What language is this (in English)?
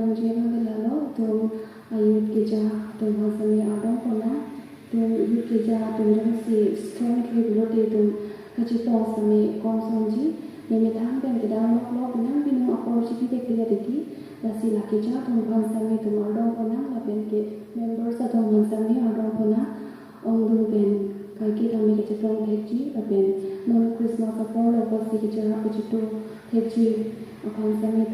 Karbi